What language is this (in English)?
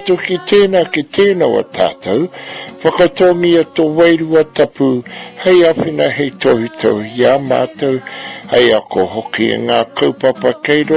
Māori